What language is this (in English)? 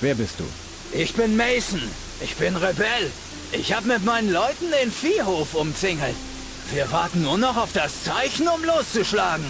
Bavarian